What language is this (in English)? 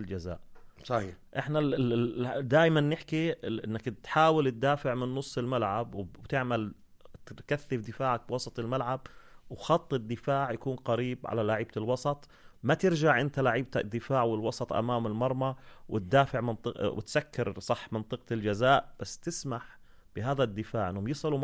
North Levantine Arabic